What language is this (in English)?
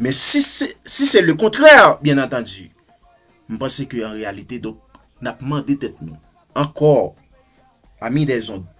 Haitian Creole